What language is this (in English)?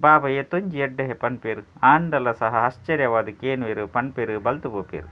Tulu